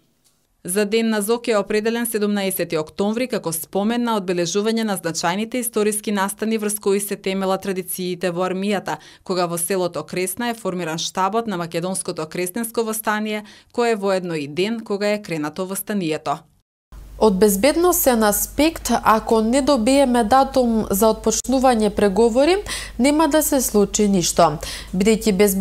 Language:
Macedonian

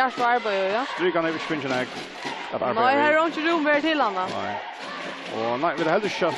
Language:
Faroese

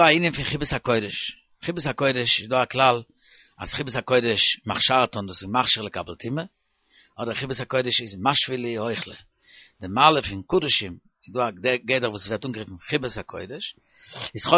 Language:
Yiddish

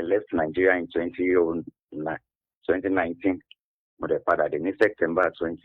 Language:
Yoruba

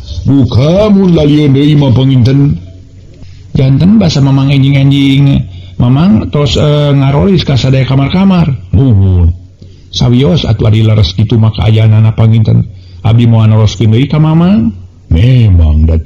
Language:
Sundanese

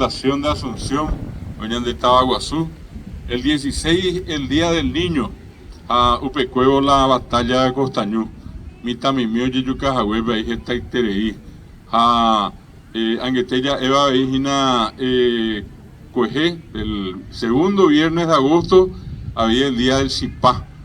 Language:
Guarani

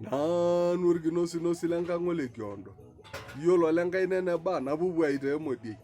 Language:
Masai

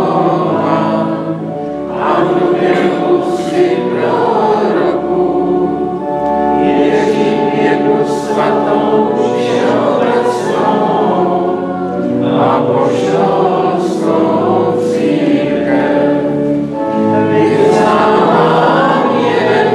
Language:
Czech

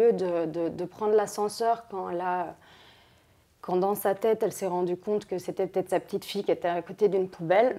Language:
French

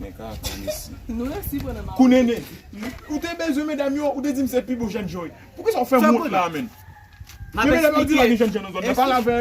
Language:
Haitian Creole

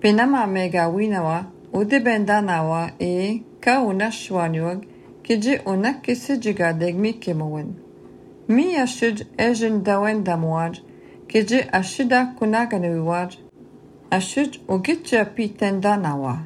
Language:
Latvian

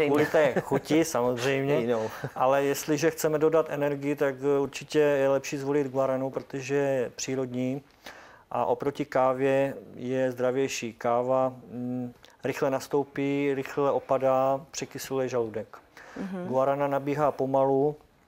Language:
Czech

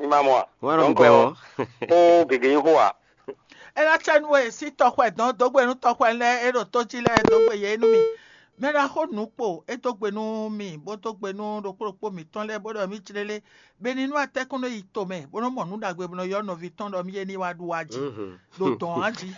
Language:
Fon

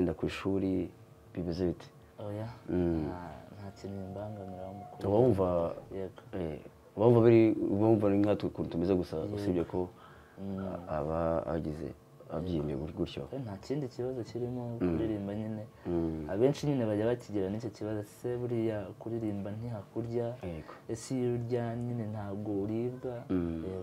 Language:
Kinyarwanda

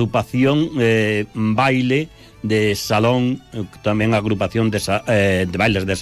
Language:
Galician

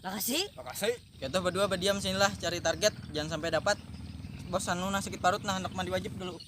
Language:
Banjar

